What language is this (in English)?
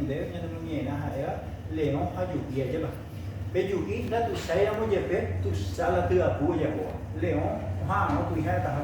Guarani